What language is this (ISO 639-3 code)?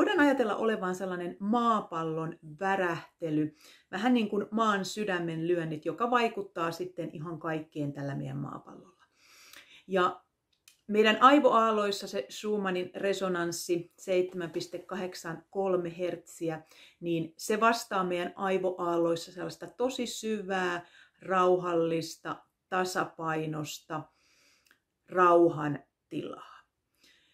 fin